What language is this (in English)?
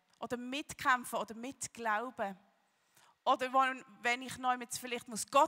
Swiss German